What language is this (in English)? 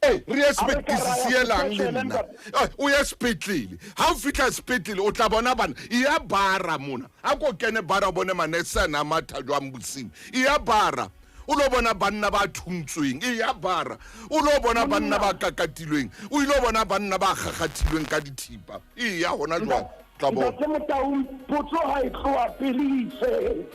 Southern Sotho